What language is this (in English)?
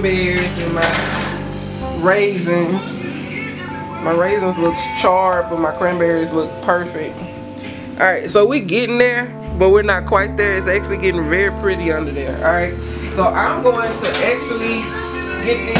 English